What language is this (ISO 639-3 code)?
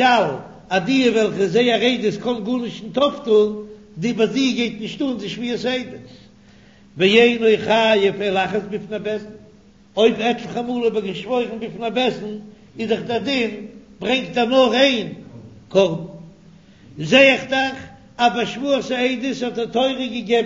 yid